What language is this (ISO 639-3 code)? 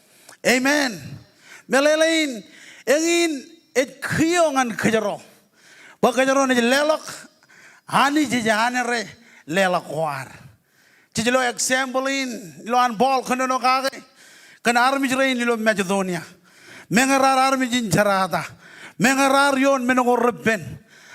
mah